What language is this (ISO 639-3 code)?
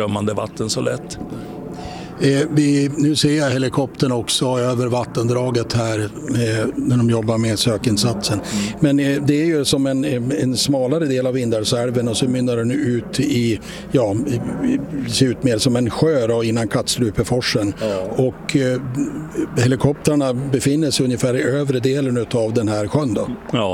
swe